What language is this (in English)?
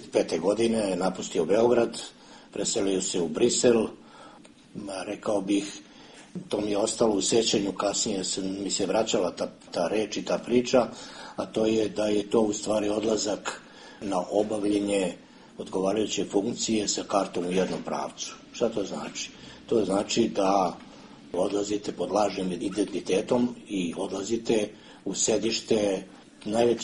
Serbian